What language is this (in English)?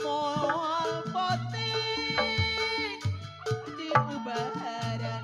Betawi